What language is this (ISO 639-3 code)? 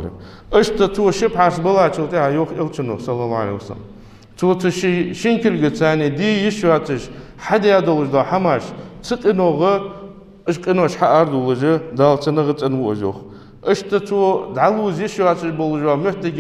inh